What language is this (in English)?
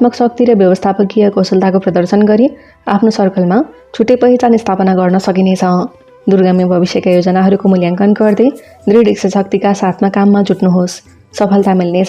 Nepali